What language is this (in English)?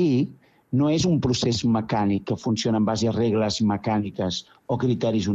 Catalan